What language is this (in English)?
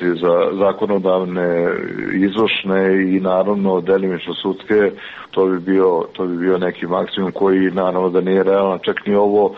Serbian